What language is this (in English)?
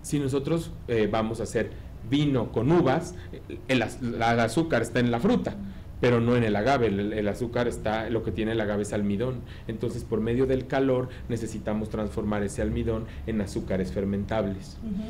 Spanish